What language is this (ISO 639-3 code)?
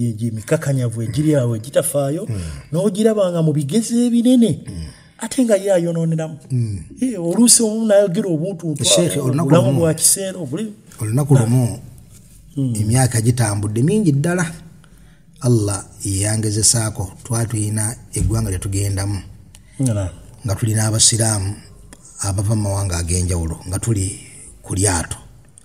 lug